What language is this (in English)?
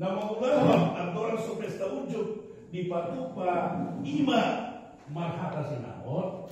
Batak Toba